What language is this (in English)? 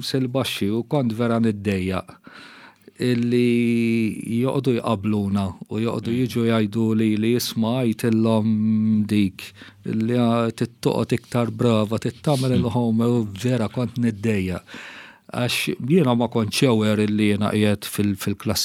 Maltese